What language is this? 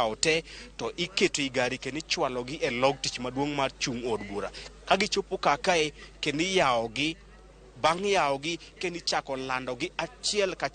Luo (Kenya and Tanzania)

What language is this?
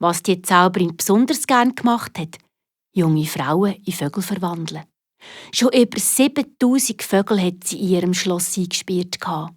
Swiss German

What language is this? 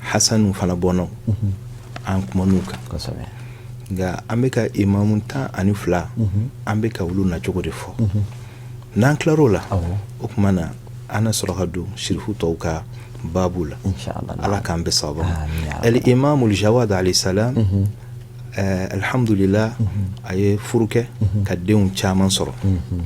Bambara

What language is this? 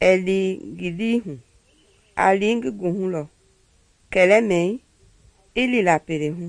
Mende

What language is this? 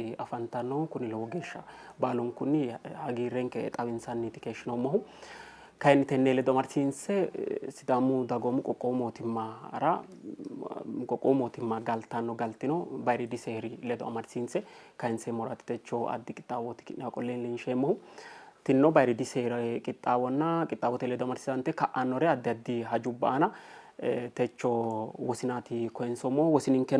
Sidamo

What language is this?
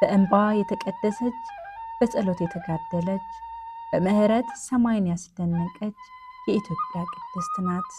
Amharic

